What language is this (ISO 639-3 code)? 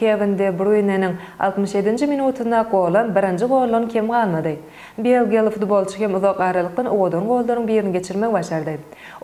tuk